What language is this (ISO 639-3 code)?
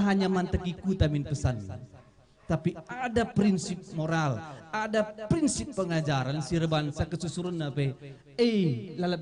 btx